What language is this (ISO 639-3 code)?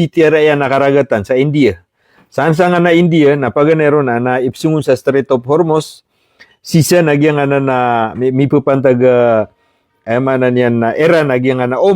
mrw